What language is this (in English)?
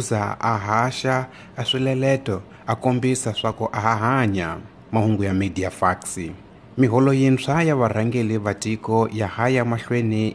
Tsonga